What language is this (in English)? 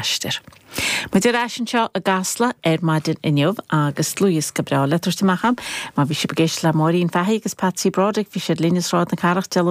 Irish